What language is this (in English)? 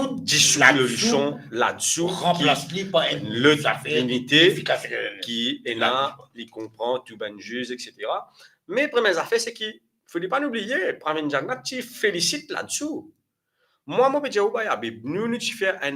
Morisyen